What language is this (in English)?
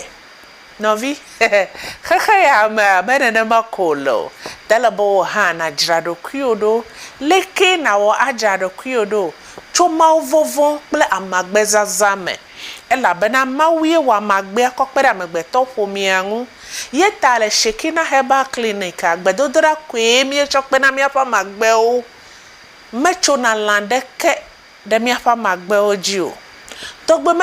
Ewe